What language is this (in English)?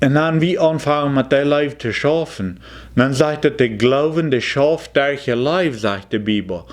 Plautdietsch